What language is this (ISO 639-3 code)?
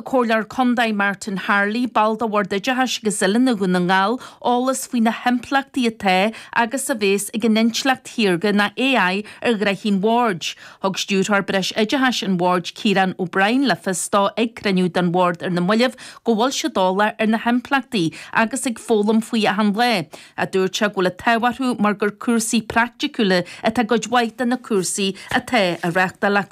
gle